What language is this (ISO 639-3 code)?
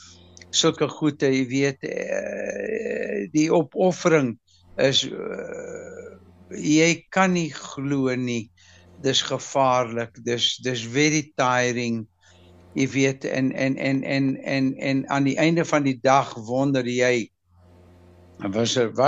afr